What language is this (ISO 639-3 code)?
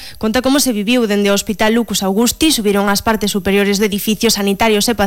glg